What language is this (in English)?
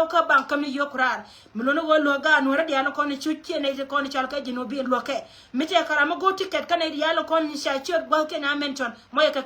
Nuer